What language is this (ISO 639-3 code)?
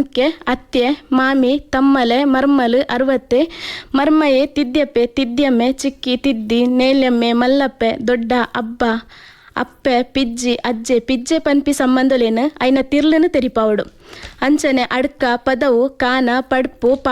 tcy